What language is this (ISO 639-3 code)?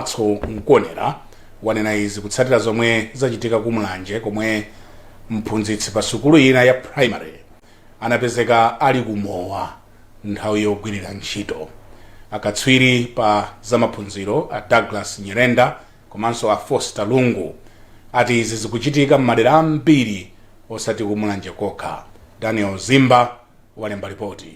nya